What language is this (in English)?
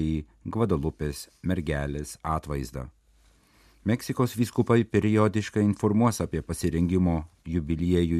Lithuanian